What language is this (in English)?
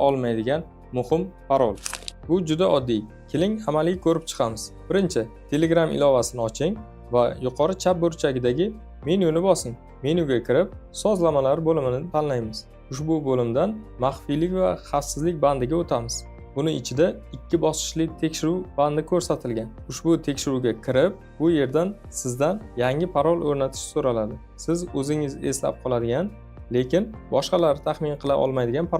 Uzbek